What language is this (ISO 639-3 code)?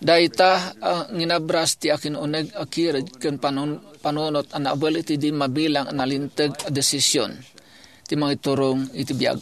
ilo